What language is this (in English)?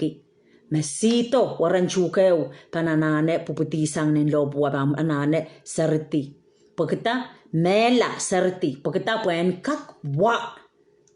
Pohnpeian